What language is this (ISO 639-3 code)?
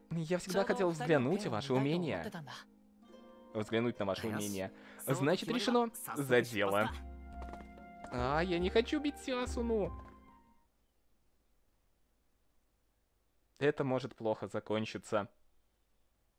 rus